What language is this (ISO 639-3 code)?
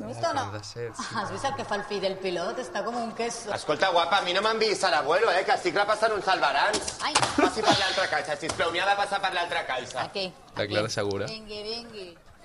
cat